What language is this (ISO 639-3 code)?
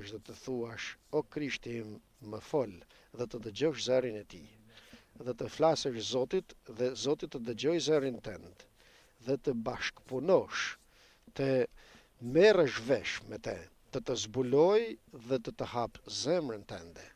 sqi